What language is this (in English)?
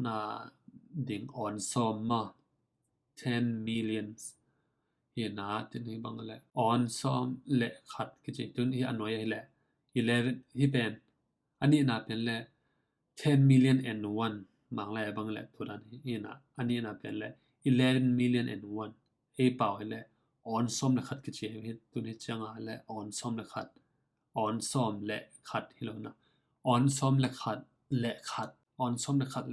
Tedim Chin